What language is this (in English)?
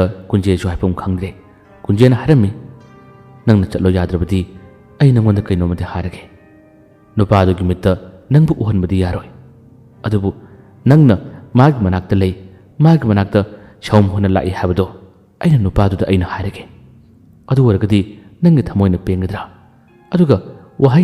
Manipuri